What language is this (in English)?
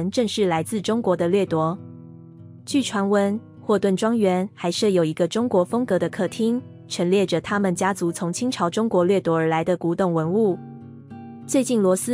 Chinese